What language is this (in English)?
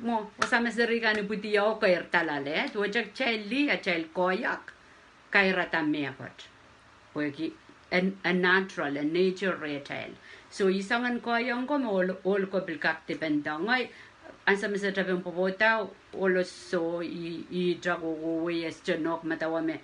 Pohnpeian